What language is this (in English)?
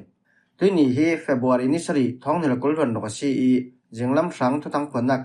Falam Chin